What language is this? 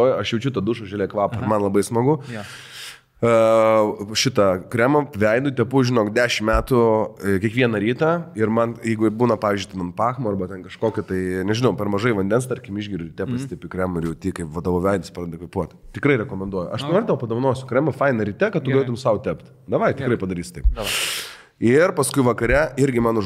Lithuanian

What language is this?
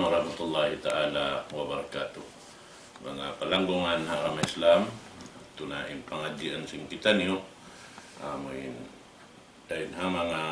Tausug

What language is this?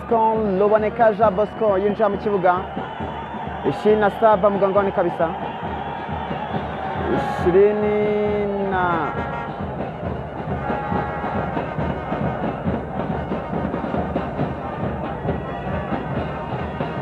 Kinyarwanda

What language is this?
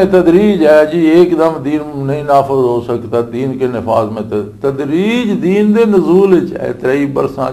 Western Panjabi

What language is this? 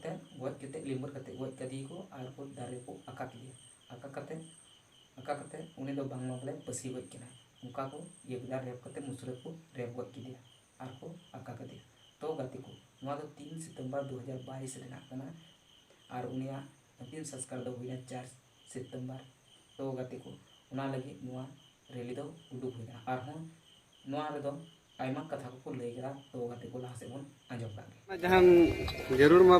Santali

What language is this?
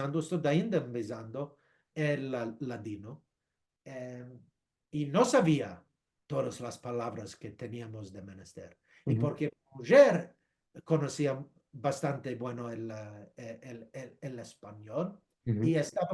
Ladino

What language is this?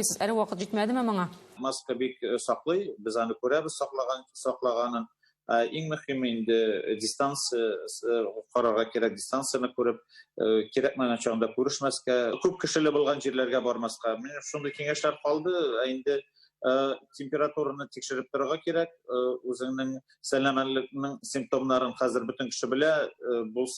Tatar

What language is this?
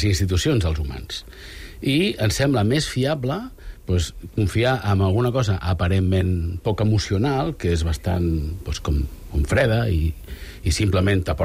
Catalan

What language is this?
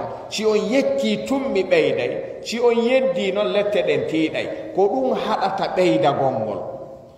Fula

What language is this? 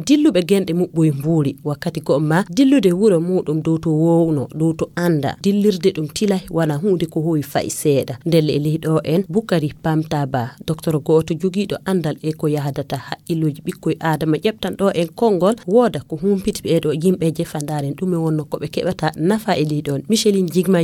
Fula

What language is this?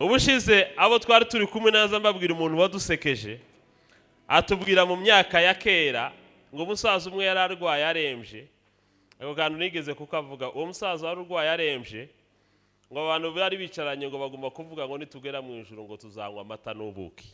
Kinyarwanda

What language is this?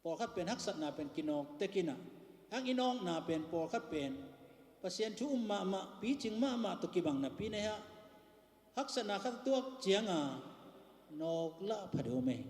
Tedim Chin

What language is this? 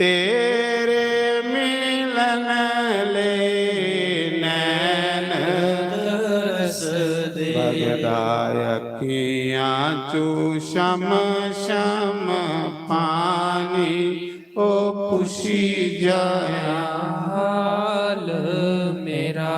Dogri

